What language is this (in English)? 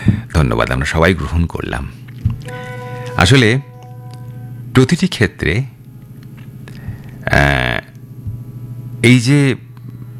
Bangla